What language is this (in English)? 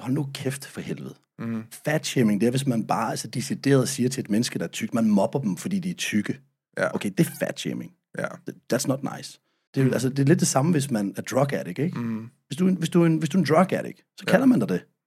Danish